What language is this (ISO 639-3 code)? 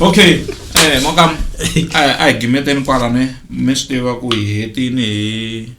tso